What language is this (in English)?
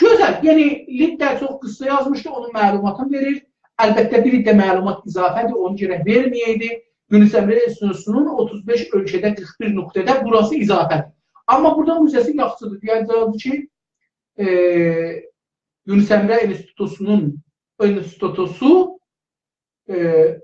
South Azerbaijani